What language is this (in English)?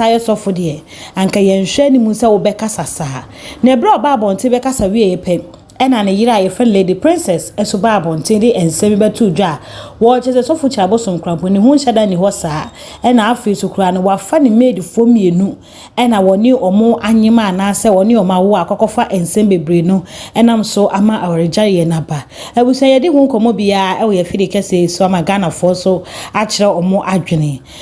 Akan